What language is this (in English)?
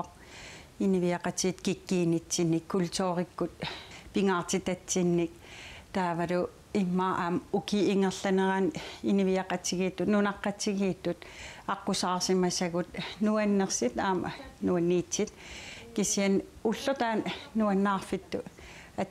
Kalaallisut